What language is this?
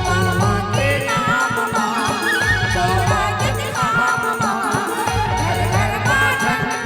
Chhattisgarhi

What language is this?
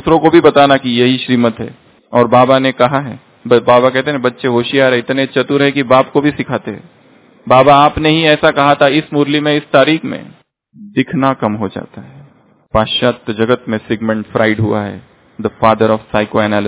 Hindi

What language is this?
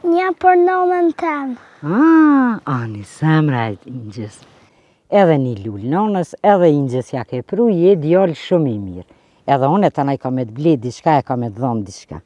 Albanian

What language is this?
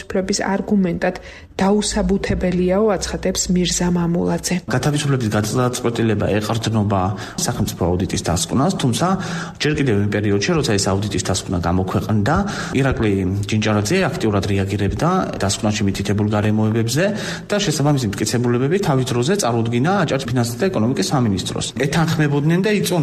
Georgian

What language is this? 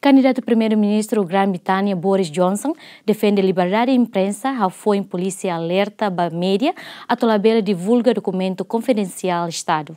Tetum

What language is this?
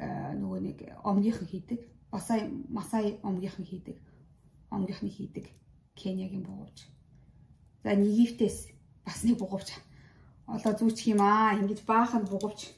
Mongolian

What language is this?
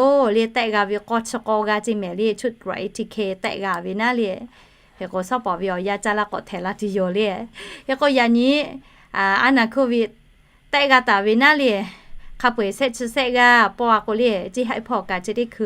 Lahu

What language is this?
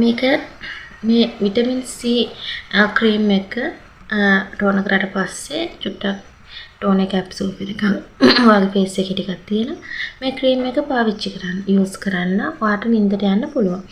Sinhala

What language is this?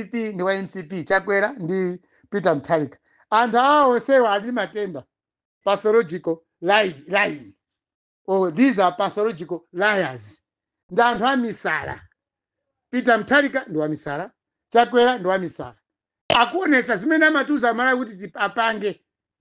Nyanja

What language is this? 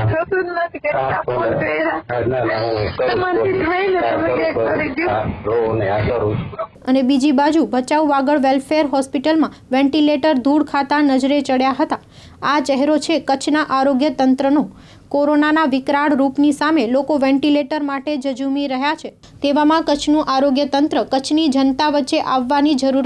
Gujarati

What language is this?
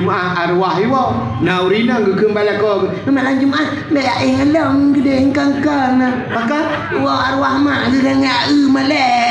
Achinese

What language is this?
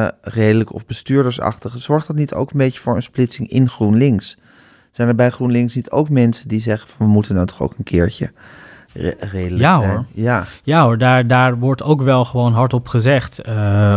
Dutch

